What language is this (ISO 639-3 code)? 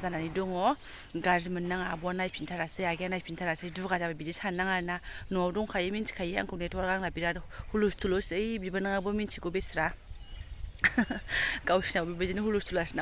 brx